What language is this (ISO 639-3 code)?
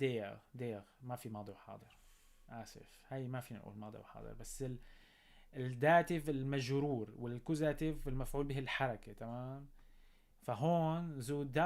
apc